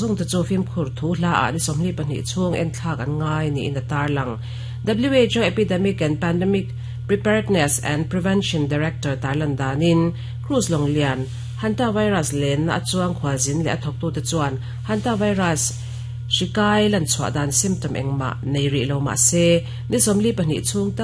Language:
Mizo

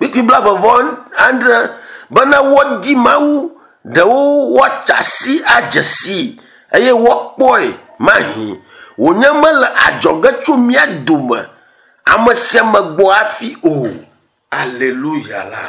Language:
Ewe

